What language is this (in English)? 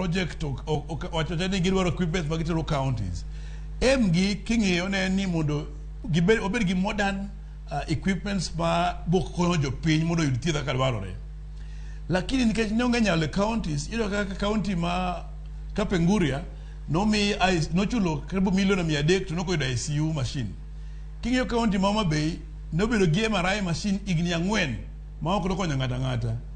Luo (Kenya and Tanzania)